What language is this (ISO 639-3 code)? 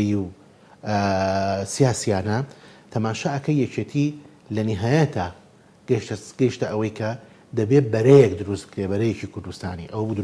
ckb